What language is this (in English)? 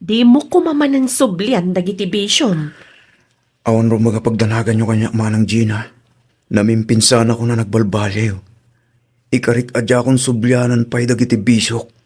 Iloko